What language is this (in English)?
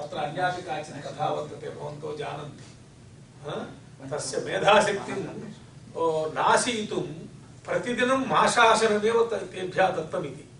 Sanskrit